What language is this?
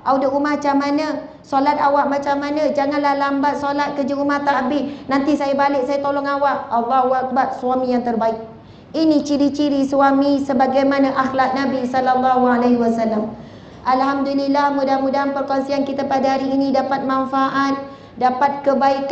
Malay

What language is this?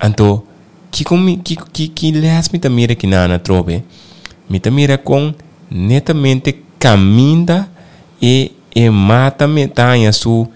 Papiamento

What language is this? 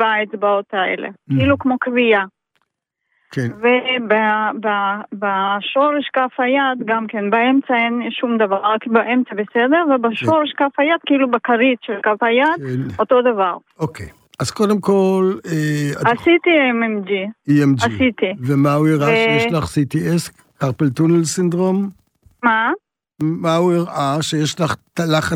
Hebrew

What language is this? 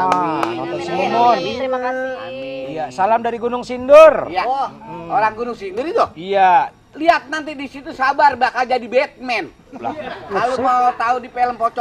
Betawi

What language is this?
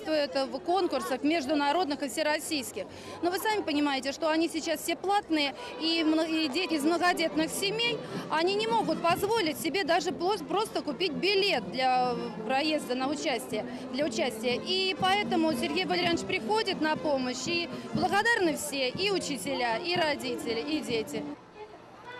Russian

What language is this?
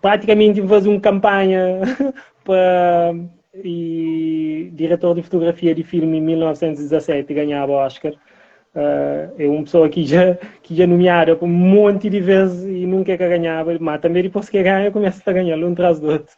Kabuverdianu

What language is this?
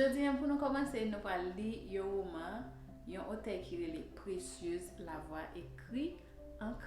Haitian Creole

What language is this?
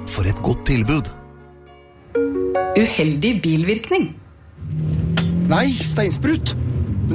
Norwegian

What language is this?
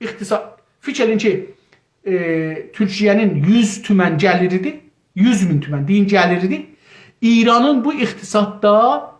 South Azerbaijani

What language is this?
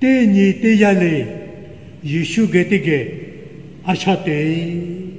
Lahu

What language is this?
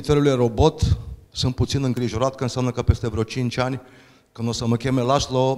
Romanian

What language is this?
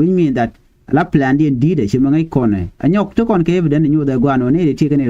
Nuer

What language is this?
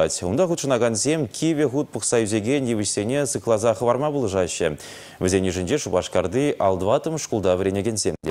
Chuvash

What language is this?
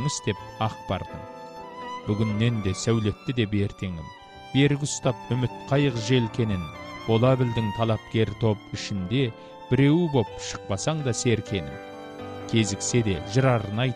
Kazakh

